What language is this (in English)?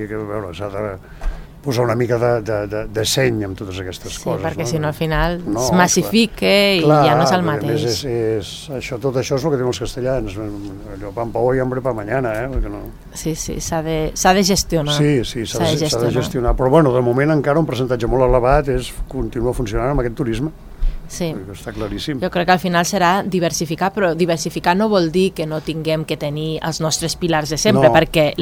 Catalan